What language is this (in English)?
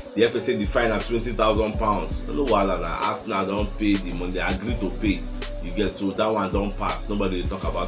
Nigerian Pidgin